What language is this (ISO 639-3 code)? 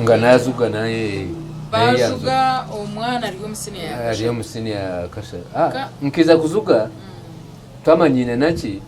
nyn